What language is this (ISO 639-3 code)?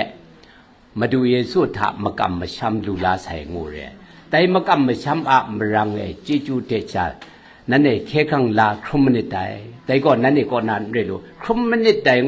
kac